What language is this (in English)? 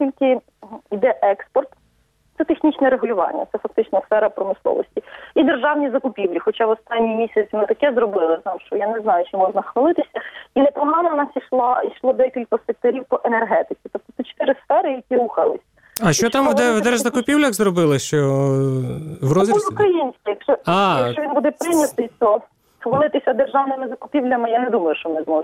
Ukrainian